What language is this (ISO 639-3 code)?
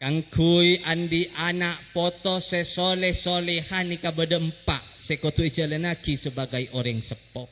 mad